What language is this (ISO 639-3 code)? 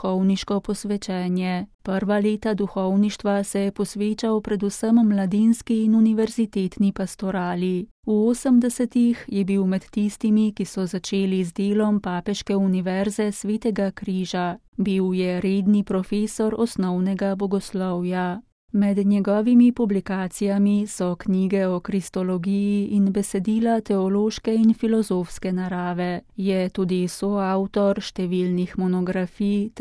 slv